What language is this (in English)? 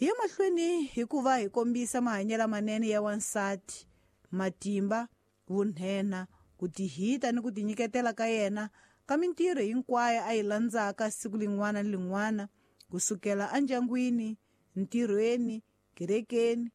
Tsonga